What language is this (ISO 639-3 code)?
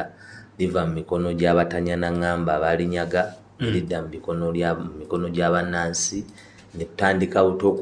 lug